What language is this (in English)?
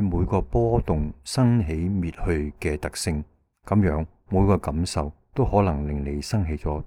Cantonese